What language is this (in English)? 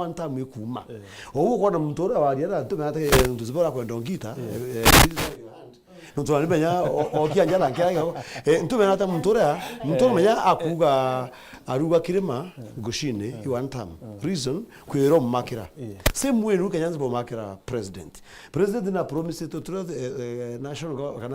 Meru